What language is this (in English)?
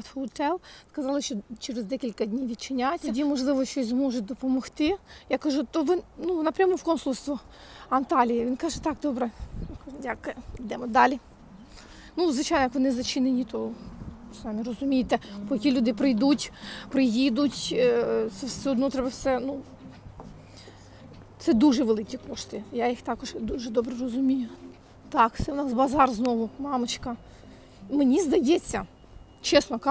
Ukrainian